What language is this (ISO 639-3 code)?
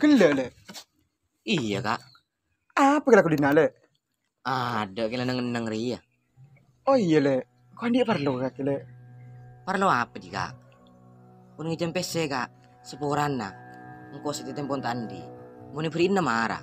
mad